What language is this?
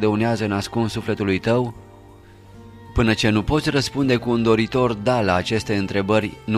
Romanian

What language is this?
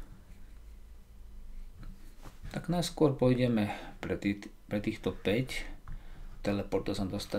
Slovak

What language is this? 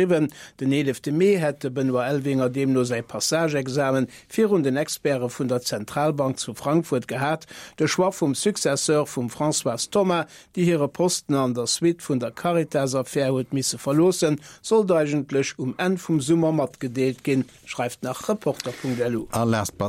Luxembourgish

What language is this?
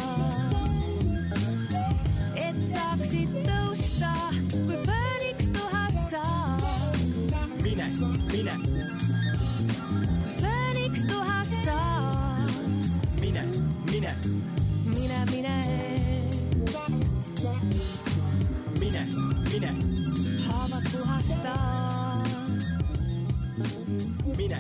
Estonian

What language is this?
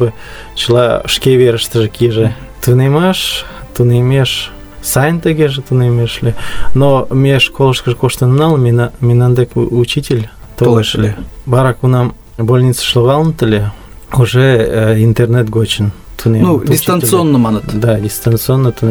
Mari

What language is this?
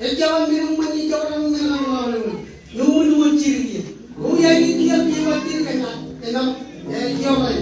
Marshallese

